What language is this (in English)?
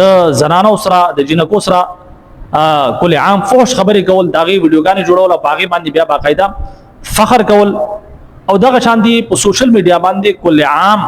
Pashto